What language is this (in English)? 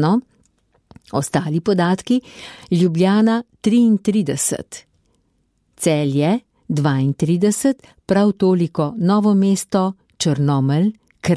Slovenian